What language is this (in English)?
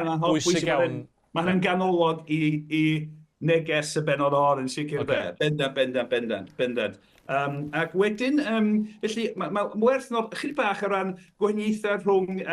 Welsh